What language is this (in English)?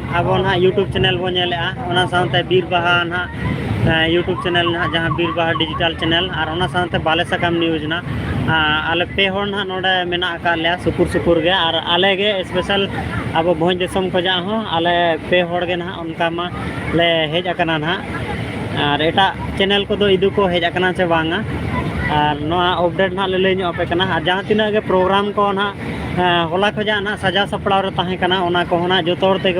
Santali